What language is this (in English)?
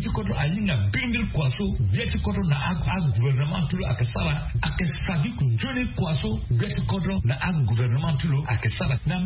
Sango